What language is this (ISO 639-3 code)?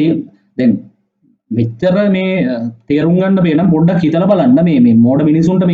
sin